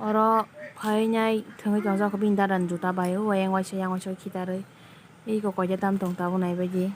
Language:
Kok Borok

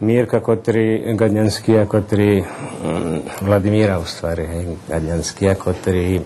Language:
Rusyn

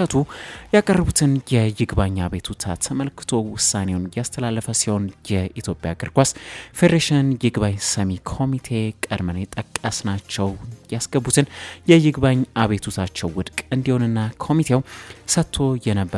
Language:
Amharic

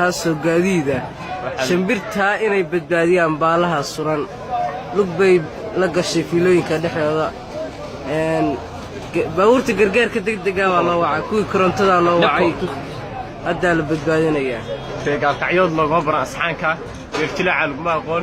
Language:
Somali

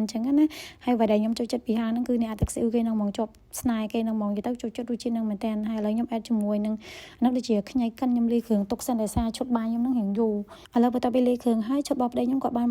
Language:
Khmer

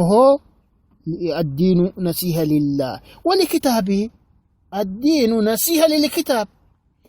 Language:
Sidamo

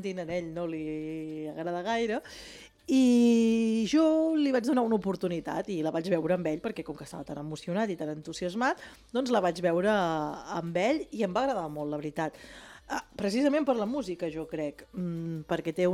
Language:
Catalan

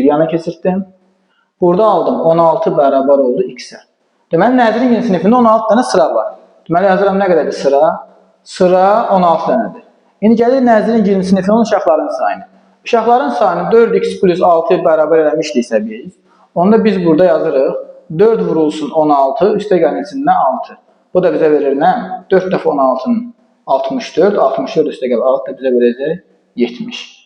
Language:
Azerbaijani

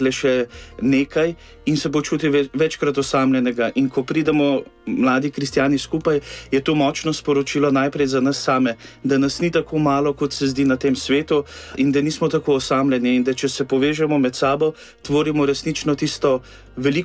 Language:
Slovenian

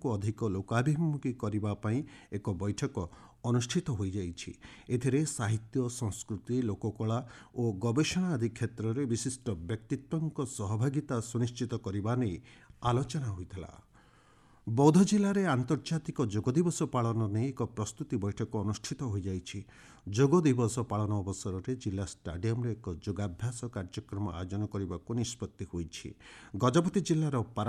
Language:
Odia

